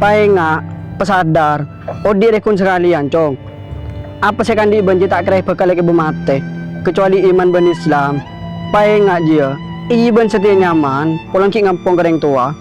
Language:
Madurese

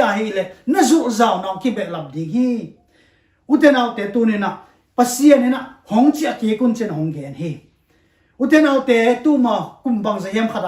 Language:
Tedim Chin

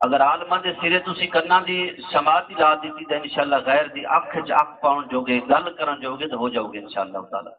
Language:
Saraiki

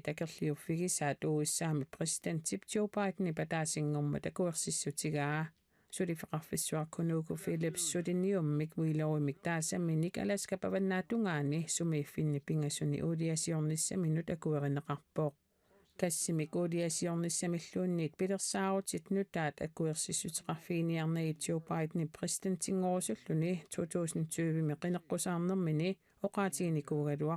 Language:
Kalaallisut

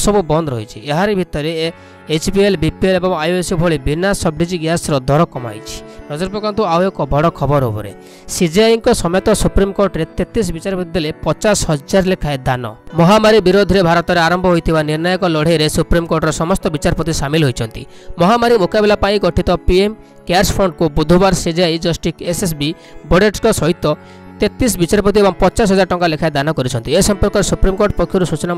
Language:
Odia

